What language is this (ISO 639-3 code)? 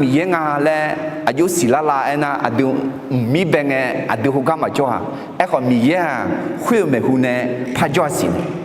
ahk